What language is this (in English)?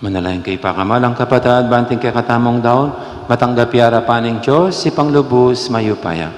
Pampanga